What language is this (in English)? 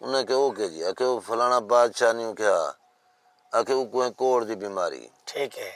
Saraiki